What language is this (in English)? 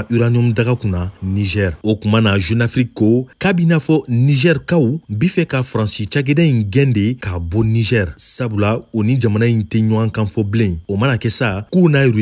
Bambara